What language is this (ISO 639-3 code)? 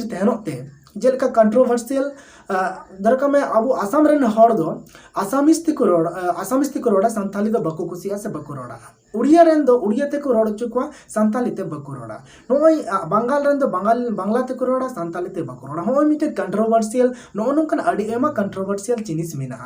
sat